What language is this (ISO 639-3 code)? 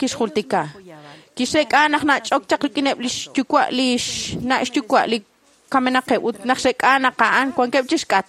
kek